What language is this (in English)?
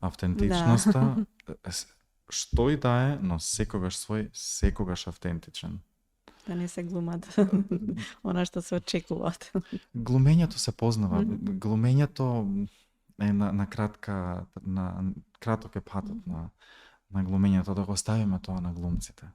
Macedonian